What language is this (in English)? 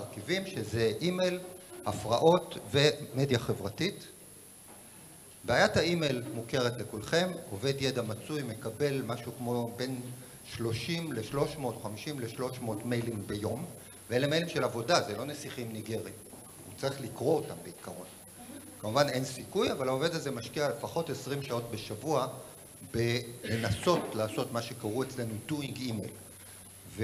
Hebrew